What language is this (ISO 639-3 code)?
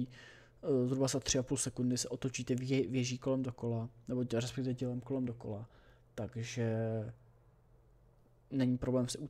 ces